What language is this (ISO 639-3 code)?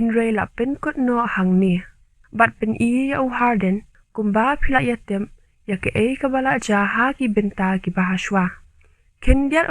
kha